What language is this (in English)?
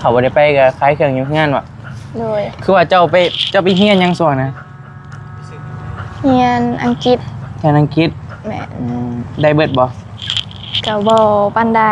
Northeastern Thai